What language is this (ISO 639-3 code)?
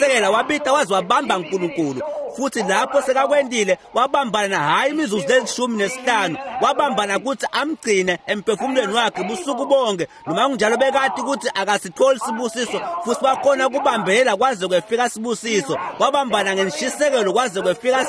ssw